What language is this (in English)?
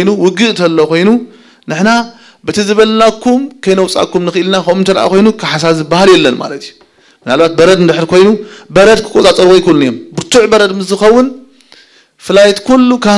Tigrinya